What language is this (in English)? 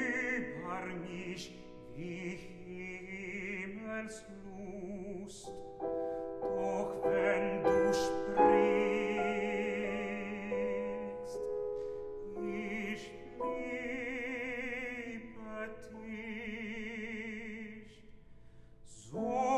German